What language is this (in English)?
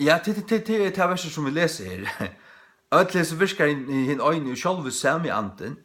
Faroese